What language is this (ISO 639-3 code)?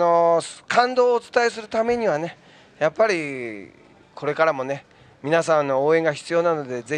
jpn